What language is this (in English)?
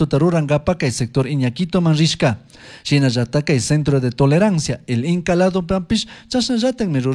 Chimborazo Highland Quichua